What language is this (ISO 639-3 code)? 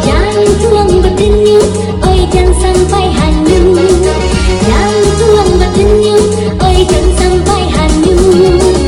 min